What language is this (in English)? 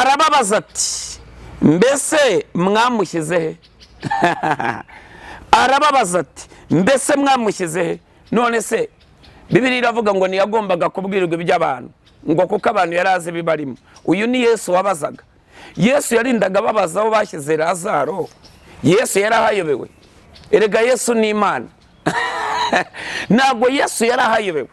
Kinyarwanda